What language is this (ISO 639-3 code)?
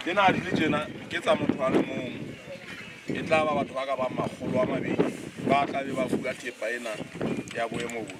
sot